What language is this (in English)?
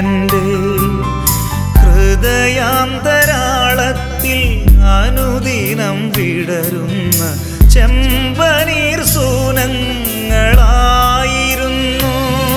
Malayalam